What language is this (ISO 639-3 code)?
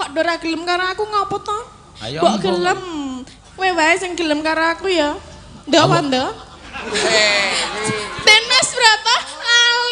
jav